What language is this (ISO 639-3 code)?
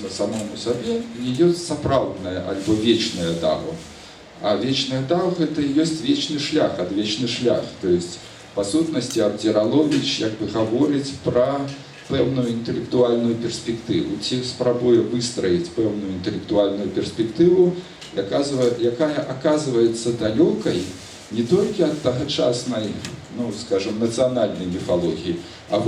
bel